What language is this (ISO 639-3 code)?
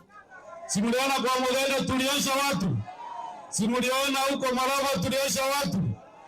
mer